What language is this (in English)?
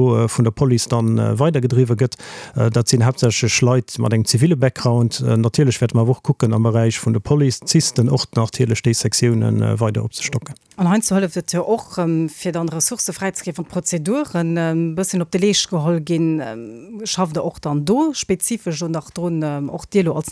Luxembourgish